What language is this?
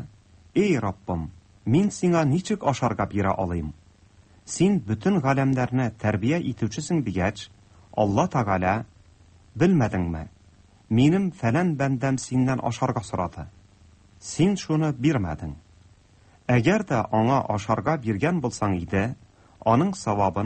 Tatar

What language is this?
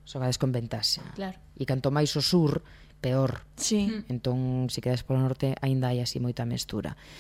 Galician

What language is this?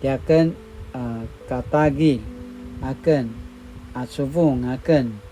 Paiwan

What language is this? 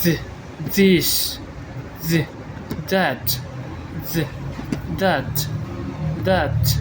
Falam Chin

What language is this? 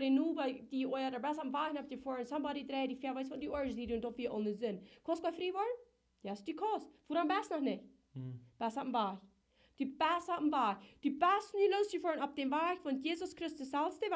Plautdietsch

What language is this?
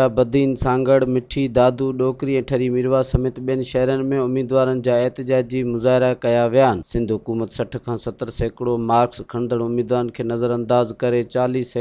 Sindhi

